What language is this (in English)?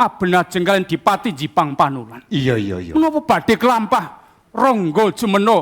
Javanese